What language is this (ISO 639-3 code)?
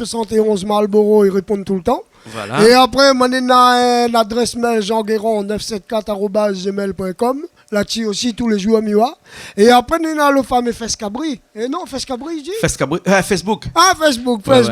rcf